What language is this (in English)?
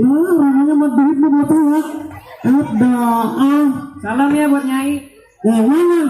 Betawi